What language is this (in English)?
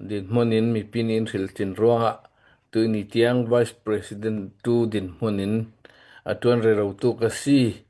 Hakha Chin